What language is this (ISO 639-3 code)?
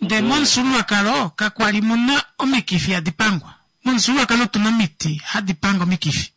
kua